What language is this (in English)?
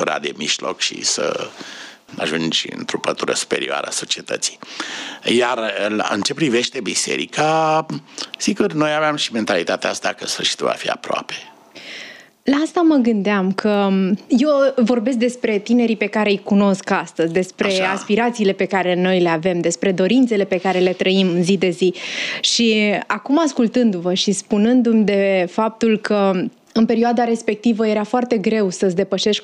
Romanian